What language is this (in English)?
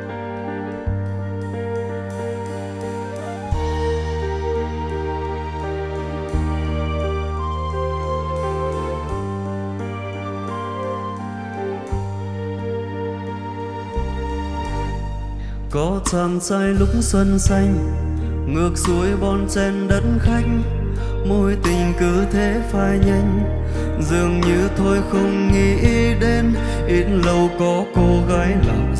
Vietnamese